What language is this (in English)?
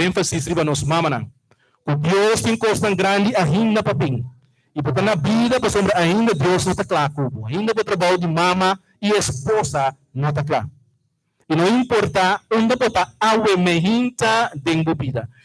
Papiamento